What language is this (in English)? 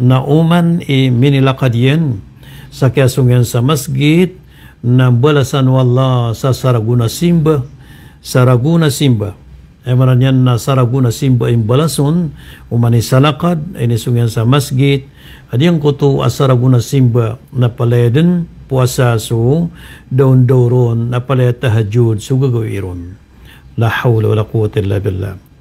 Maranao